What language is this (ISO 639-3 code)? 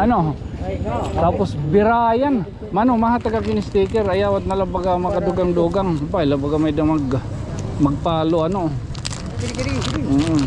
war